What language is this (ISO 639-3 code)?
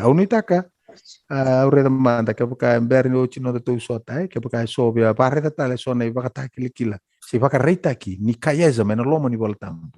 fij